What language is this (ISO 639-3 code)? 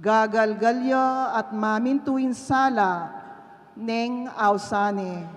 pam